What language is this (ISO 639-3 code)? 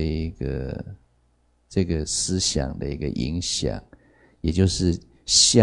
zho